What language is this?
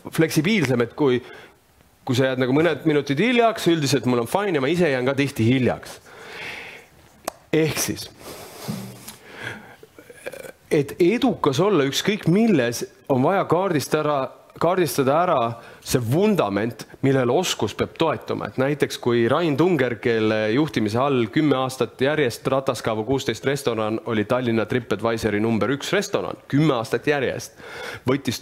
Estonian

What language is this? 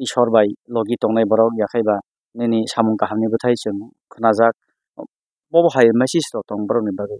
Kok Borok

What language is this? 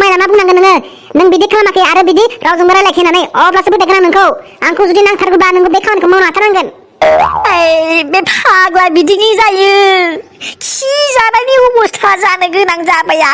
Bodo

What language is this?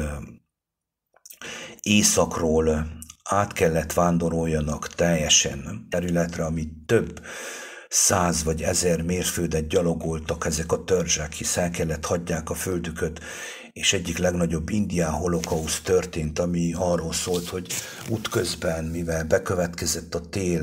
Hungarian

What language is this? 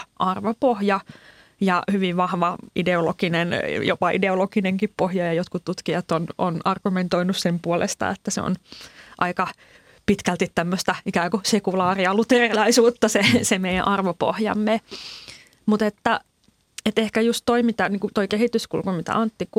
Finnish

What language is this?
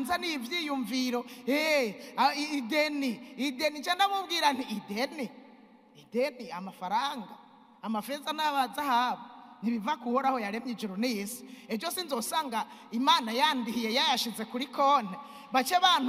Rundi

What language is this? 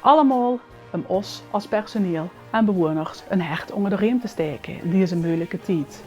Limburgish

